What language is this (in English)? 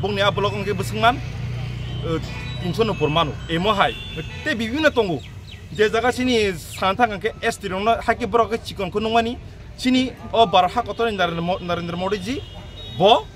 Kok Borok